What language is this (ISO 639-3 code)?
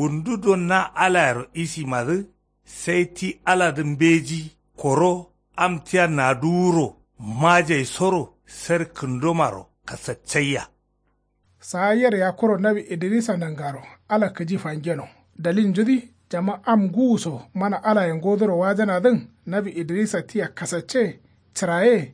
kau